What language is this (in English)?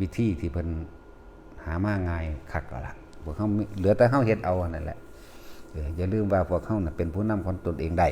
Northeastern Thai